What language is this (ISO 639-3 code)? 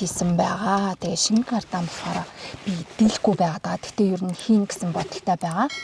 mon